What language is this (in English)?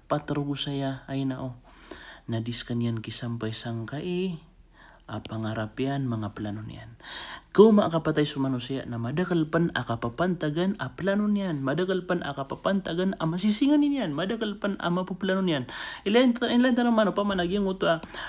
Maranao